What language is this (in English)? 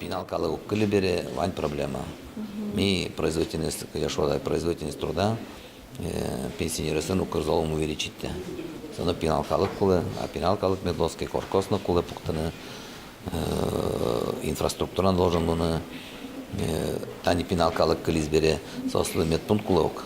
Udmurt